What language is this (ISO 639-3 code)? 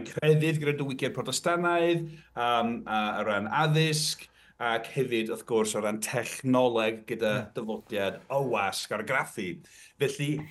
cym